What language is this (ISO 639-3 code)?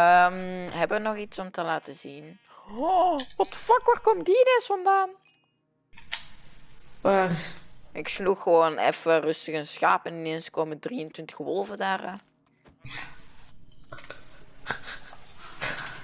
nld